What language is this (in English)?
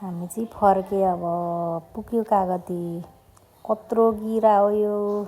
Nepali